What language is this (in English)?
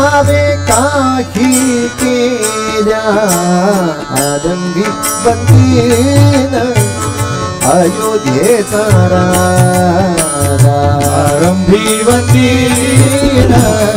Marathi